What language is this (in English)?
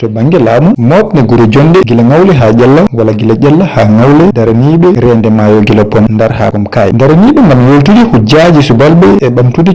Fula